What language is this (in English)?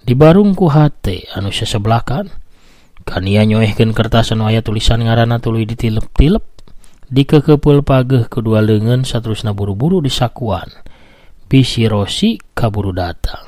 Sundanese